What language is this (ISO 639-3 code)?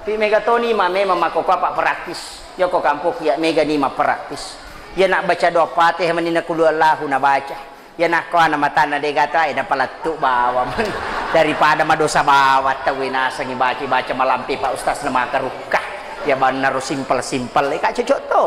bug